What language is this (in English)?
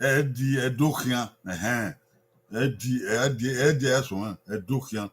Bini